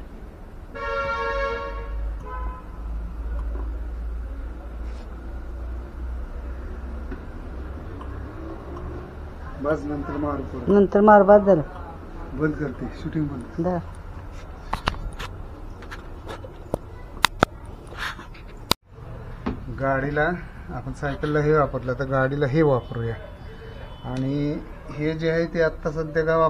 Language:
Marathi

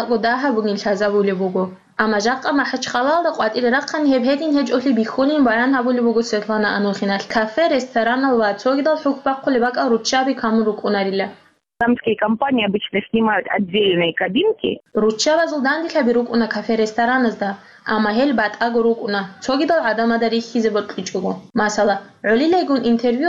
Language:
Avaric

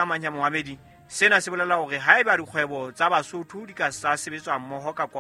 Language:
Southern Sotho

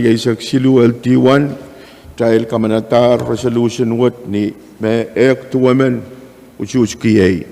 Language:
Pohnpeian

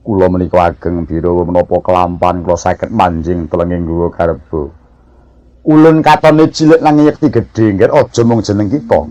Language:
Javanese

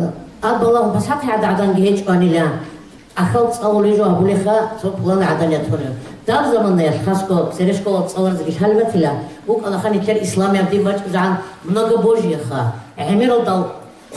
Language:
Avaric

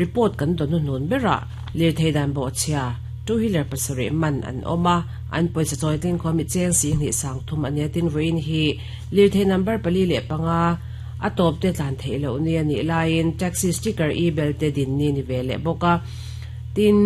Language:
Mizo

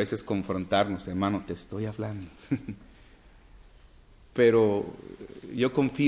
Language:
Spanish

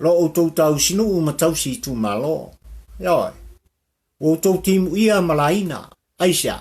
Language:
Samoan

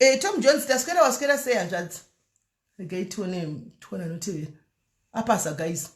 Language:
Shona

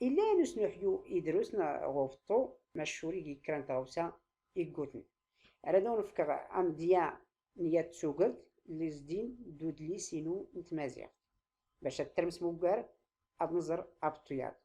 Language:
Tachelhit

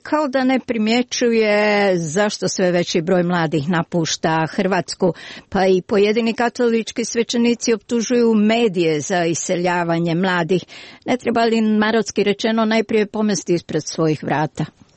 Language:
Croatian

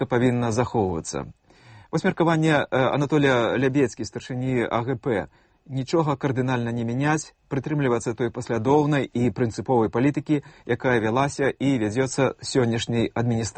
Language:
Belarusian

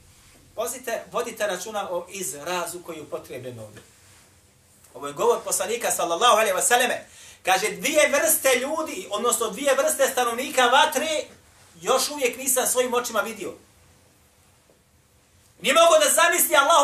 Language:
Bosnian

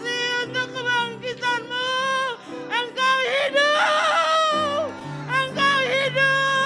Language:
Indonesian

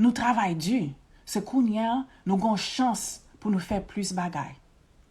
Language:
Haitian Creole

